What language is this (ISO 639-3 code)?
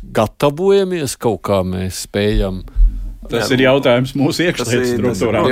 lav